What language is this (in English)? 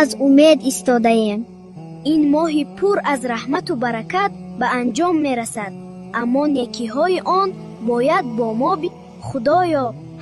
Tajik